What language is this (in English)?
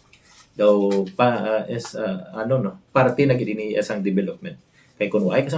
Hiligaynon